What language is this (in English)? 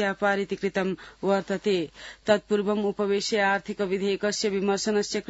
Sanskrit